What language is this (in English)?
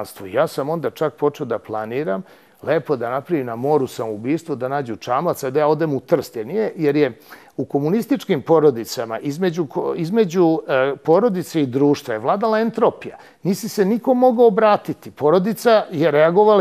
Serbian